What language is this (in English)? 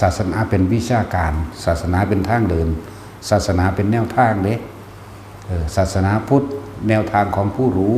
Northeastern Thai